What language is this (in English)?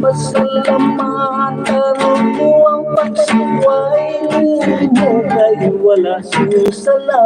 Hiligaynon